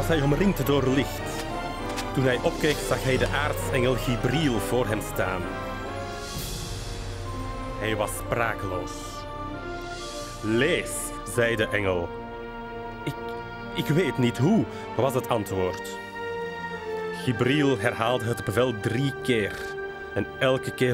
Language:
Dutch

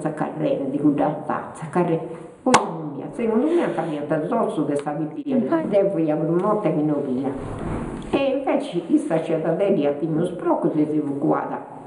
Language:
Sardinian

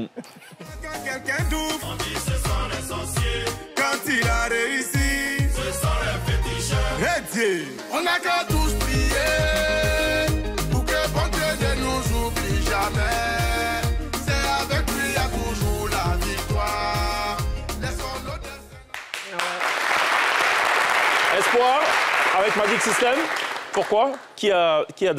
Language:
French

